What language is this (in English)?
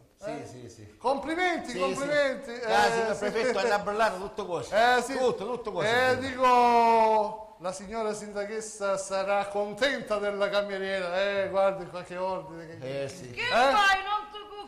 Sicilian